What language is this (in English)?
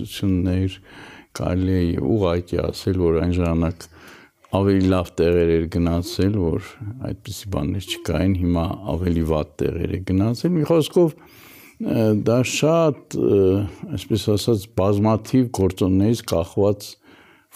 Armenian